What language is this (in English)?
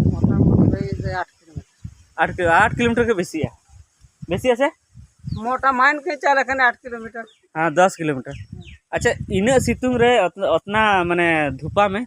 Santali